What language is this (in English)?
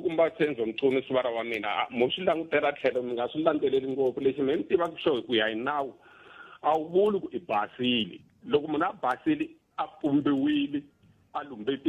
Tsonga